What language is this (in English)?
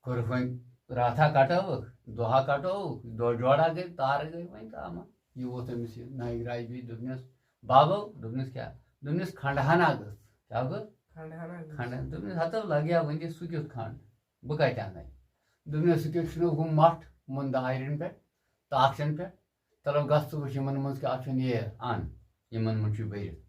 Kashmiri